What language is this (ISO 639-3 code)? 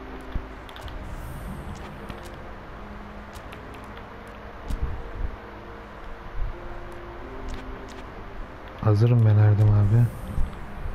tur